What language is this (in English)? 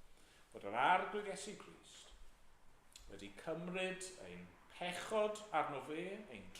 Welsh